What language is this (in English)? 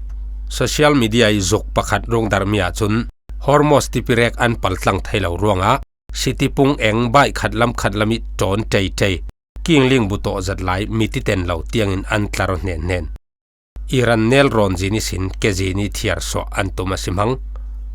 Falam Chin